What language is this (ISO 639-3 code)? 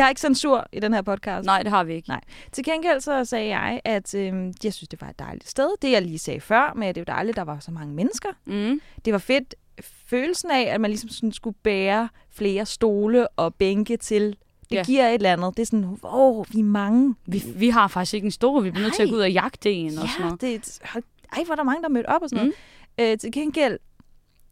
dan